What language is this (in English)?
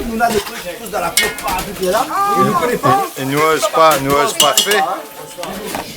Réunion Creole French